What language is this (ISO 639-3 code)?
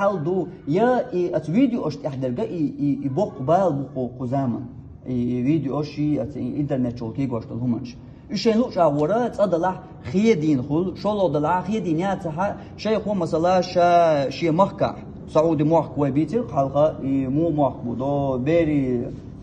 che